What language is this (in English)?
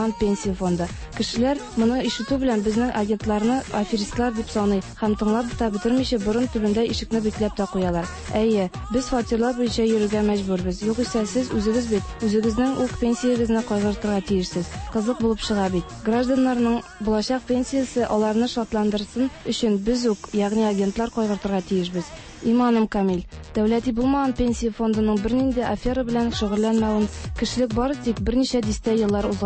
Tatar